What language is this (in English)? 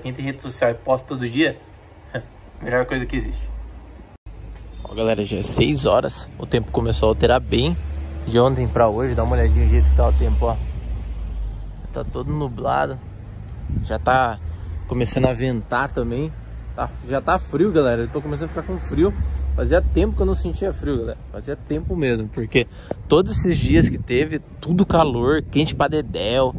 Portuguese